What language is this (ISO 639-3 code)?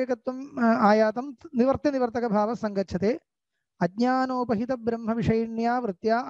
san